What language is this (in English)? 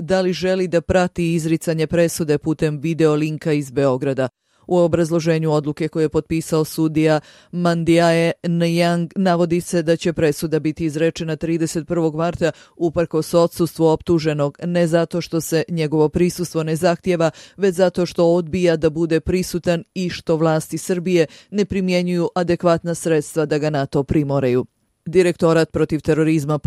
Bosnian